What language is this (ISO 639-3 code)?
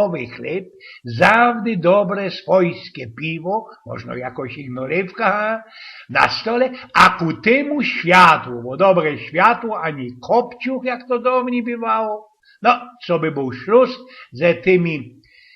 szl